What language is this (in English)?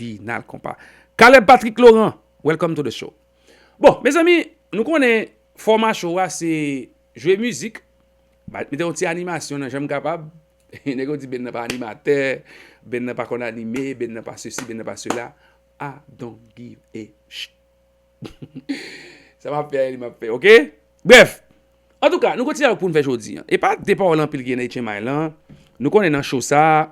Haitian Creole